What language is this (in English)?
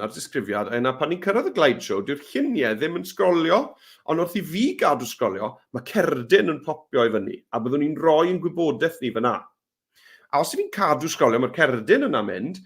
Welsh